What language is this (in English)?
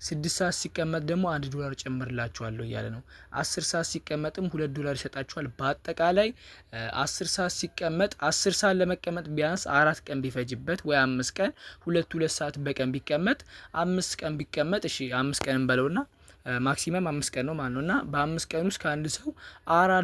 Amharic